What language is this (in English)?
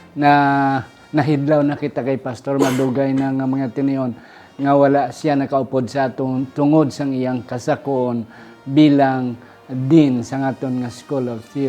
Hiligaynon